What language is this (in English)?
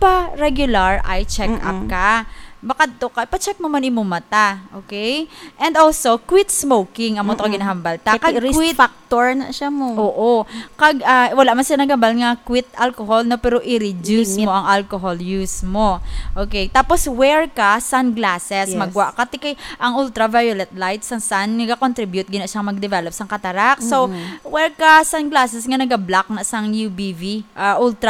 Hiligaynon